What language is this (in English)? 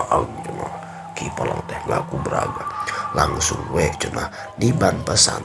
Sundanese